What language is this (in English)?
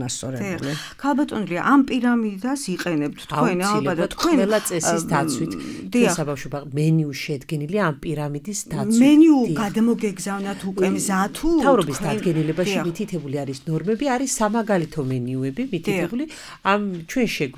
Georgian